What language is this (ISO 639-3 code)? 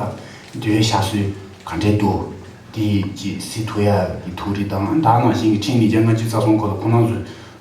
bod